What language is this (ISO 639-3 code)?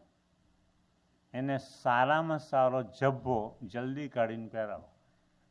guj